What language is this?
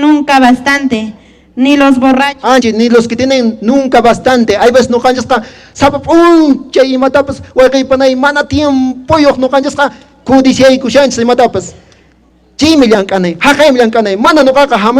Quechua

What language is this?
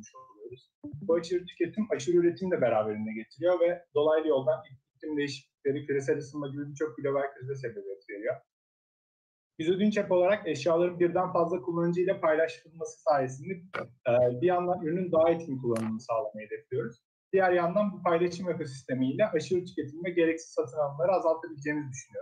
Turkish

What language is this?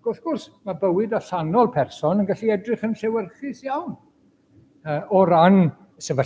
Welsh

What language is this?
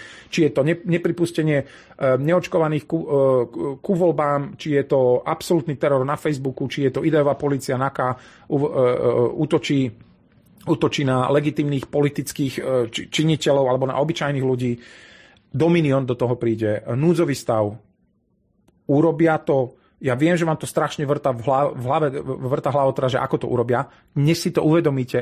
Slovak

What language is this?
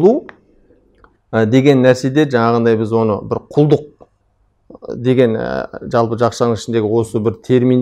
Kazakh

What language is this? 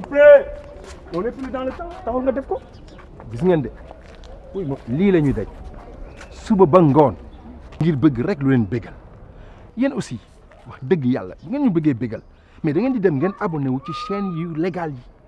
Wolof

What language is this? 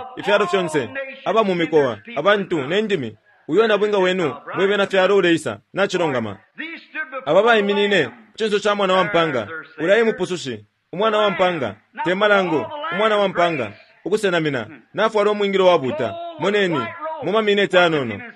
Bemba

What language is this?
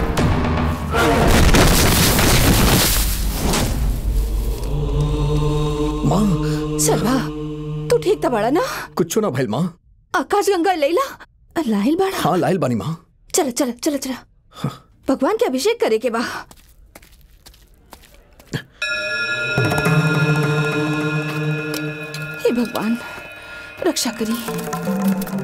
Bhojpuri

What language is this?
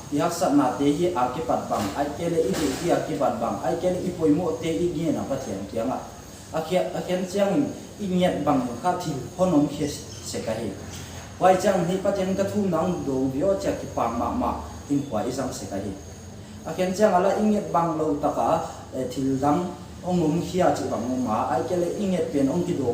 Paite Chin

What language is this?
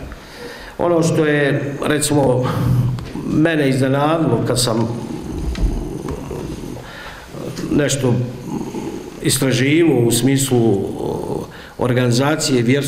Bosnian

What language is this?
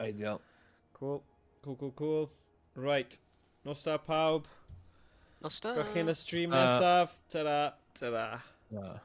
Welsh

